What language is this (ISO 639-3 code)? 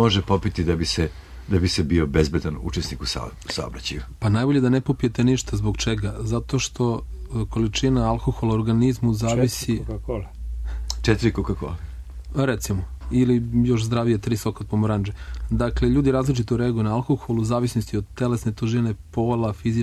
srp